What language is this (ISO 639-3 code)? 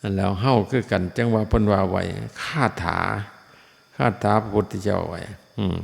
tts